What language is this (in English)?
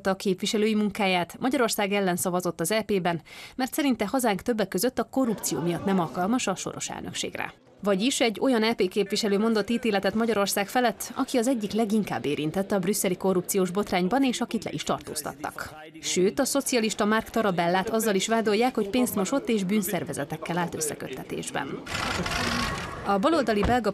Hungarian